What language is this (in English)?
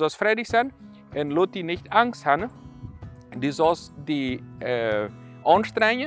Plautdietsch